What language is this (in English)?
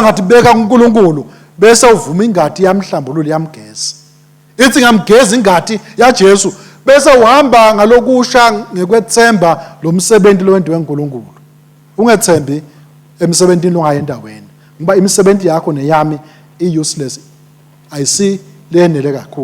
Swati